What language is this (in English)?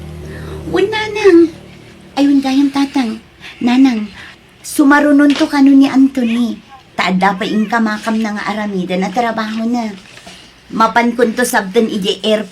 Iloko